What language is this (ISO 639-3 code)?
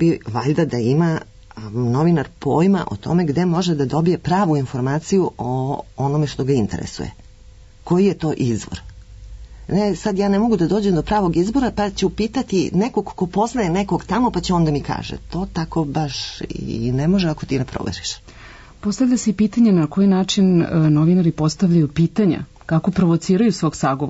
srp